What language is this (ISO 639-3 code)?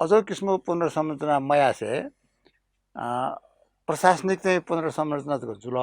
new